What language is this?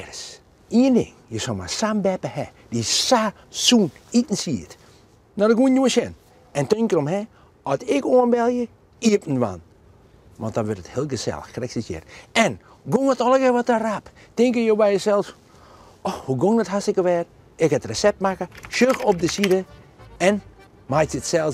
Western Frisian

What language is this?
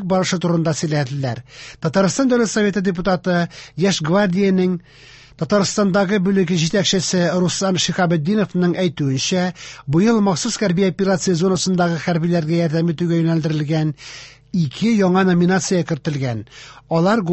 Tatar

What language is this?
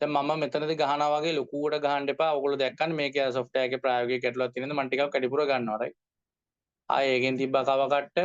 Sinhala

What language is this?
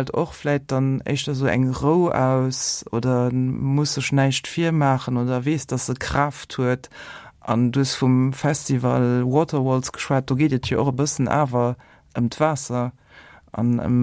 Luxembourgish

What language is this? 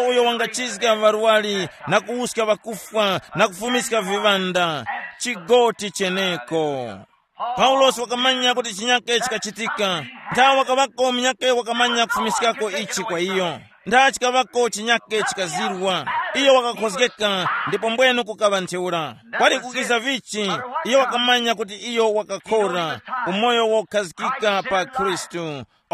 Tumbuka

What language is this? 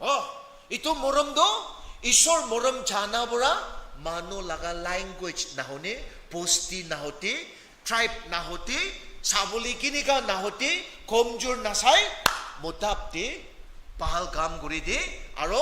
Naga Pidgin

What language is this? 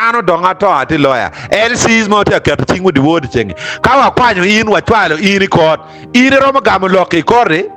Acoli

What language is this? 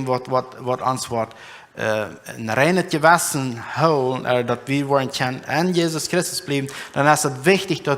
Plautdietsch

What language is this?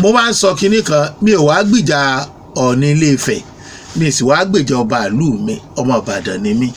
Yoruba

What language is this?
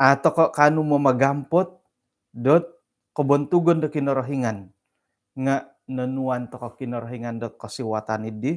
Central Dusun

